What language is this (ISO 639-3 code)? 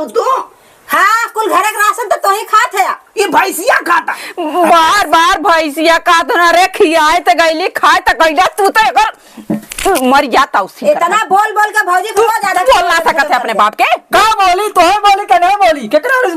awa